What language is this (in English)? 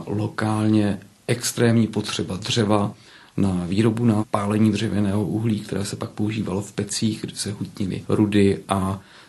Czech